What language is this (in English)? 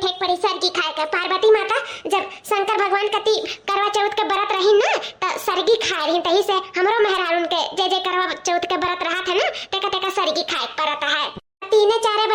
Awadhi